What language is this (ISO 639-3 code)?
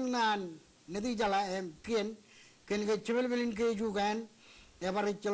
mah